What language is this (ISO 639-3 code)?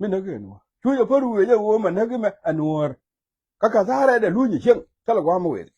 nus